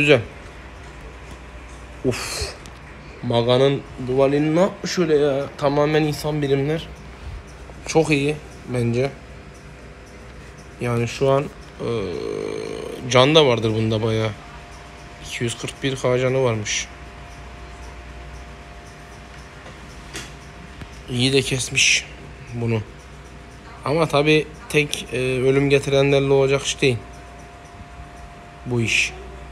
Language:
Turkish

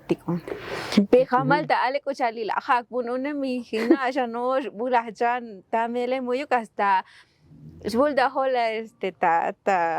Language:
Tzotzil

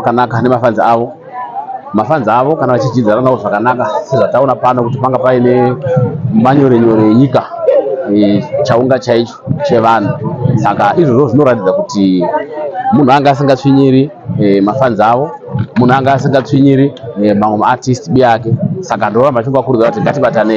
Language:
Shona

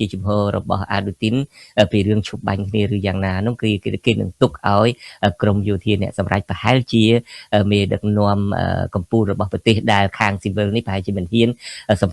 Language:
Khmer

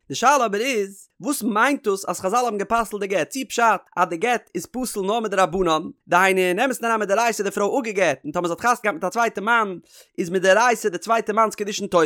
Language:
Yiddish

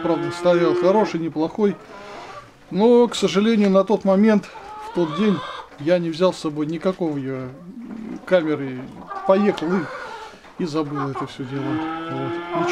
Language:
Russian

